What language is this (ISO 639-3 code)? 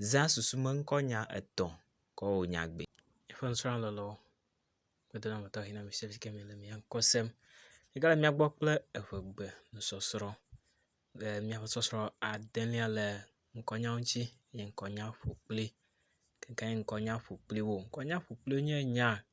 ewe